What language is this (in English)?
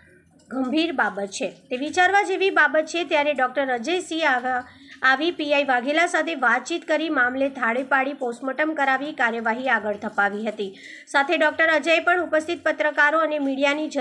Gujarati